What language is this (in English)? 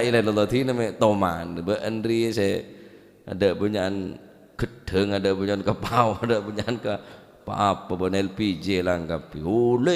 Madurese